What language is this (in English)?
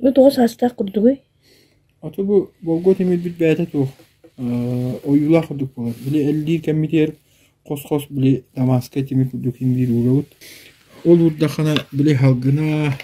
Yakut